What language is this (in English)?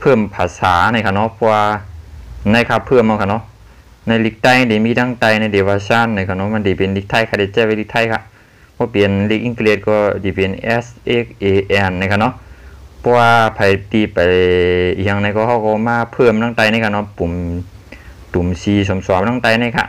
Shan